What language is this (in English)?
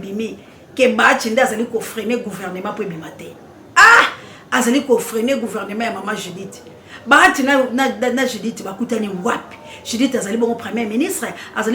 Lingala